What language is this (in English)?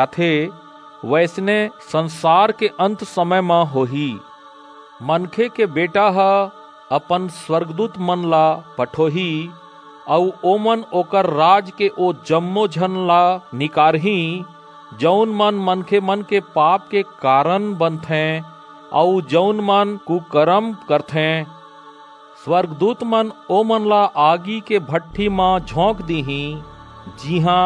Chhattisgarhi